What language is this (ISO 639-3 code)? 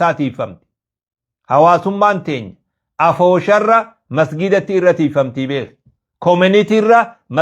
orm